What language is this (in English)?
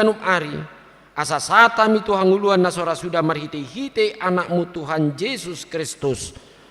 Batak Toba